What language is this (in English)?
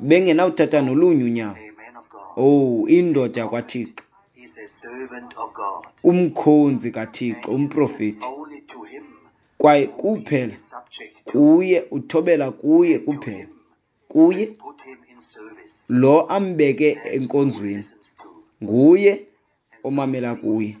Xhosa